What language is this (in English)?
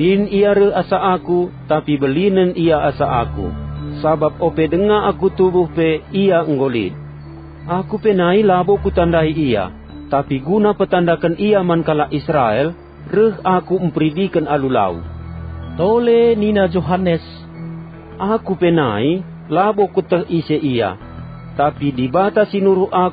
Batak Karo